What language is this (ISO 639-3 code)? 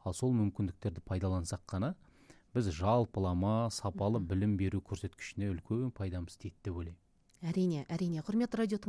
kaz